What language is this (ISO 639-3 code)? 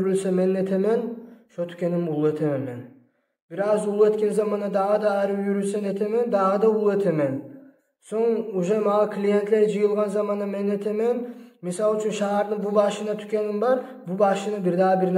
kum